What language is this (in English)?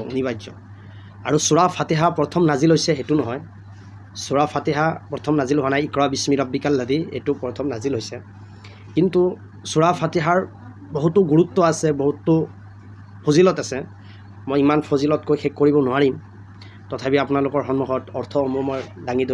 Assamese